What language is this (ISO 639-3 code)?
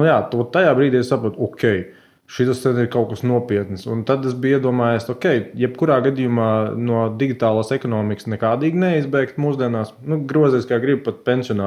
lav